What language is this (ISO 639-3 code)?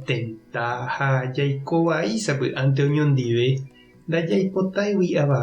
grn